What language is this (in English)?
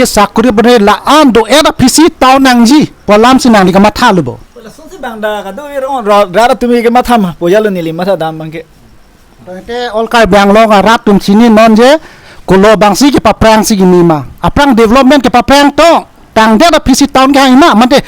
Karbi